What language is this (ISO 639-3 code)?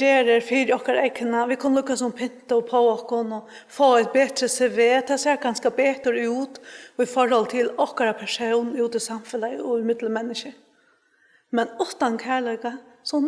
fao